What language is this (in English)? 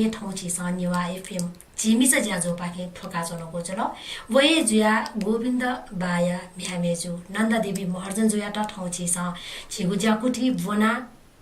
Newari